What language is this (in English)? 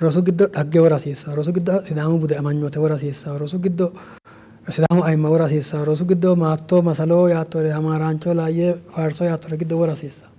Sidamo